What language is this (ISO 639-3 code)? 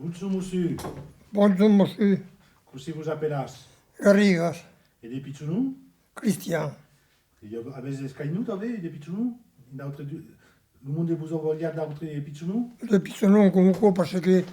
oci